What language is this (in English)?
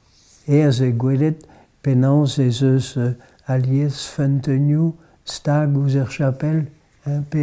Breton